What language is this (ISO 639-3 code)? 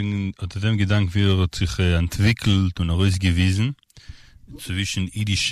yid